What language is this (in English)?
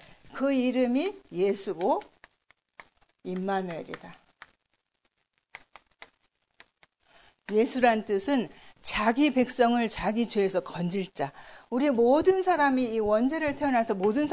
Korean